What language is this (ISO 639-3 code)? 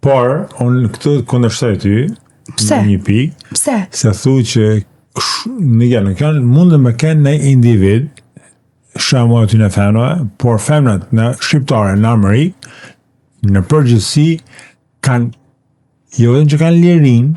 sqi